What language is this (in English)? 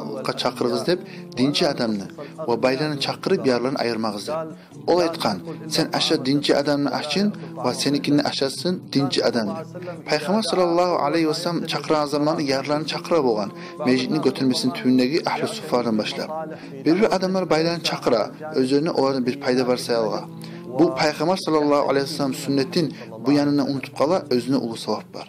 Kumyk